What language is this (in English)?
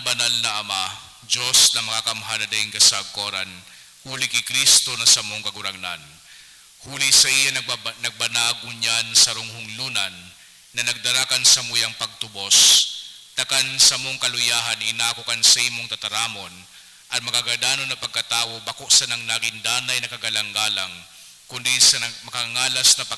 Bikol